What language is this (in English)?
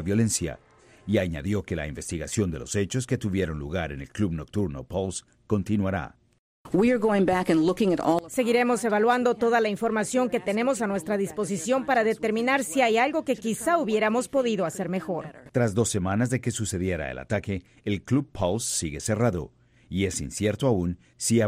Spanish